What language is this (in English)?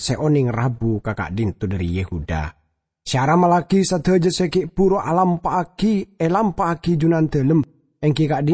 Madurese